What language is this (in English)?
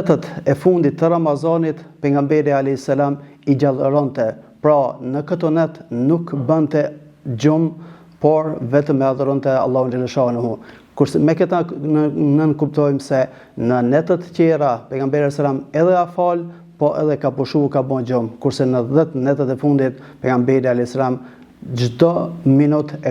Albanian